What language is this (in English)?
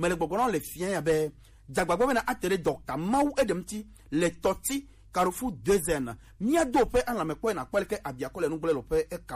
Gen